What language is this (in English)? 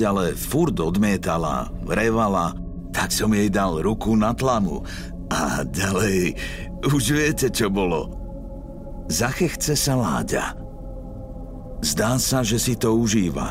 Slovak